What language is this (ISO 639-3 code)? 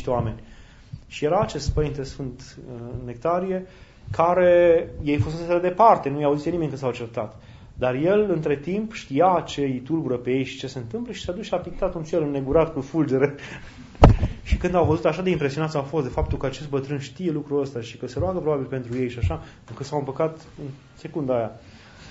ron